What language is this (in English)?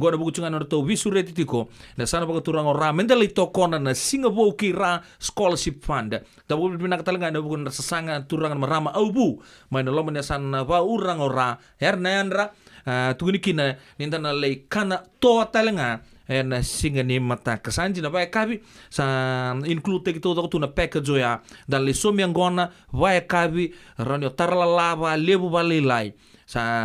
Fijian